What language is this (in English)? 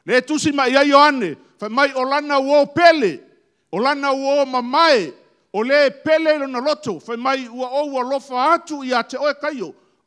Samoan